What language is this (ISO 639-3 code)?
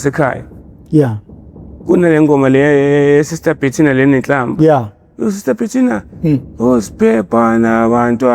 zul